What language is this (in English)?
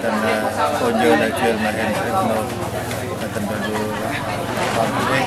Central Mnong